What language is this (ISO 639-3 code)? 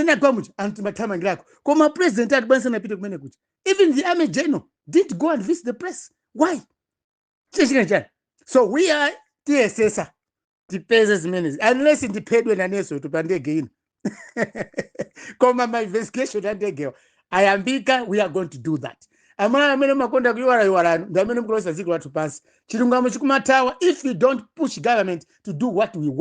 nya